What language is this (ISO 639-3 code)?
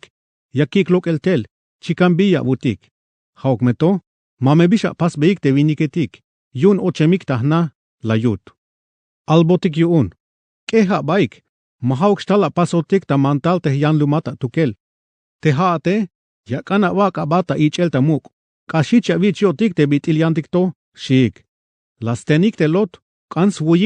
tzh